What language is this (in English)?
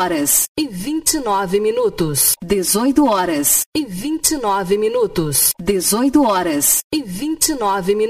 Portuguese